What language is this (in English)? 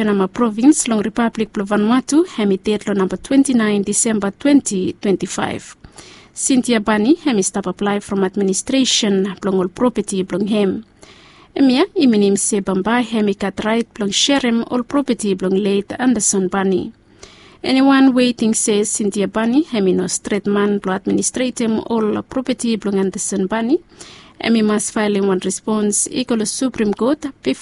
Bislama